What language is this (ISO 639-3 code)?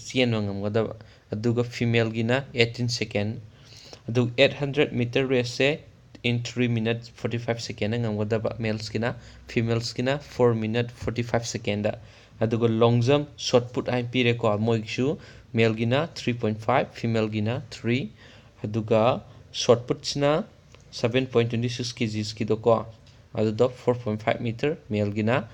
mni